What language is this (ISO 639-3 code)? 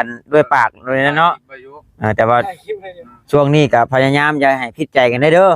tts